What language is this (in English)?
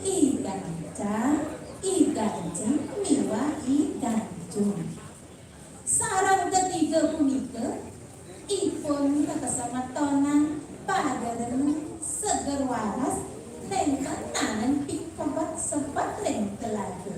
Balinese